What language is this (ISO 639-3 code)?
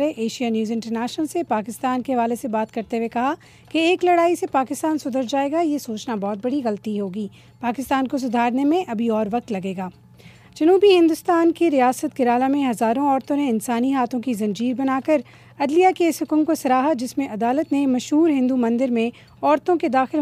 urd